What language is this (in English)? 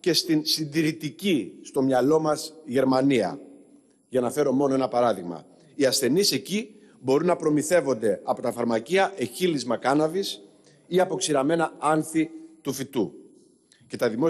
Greek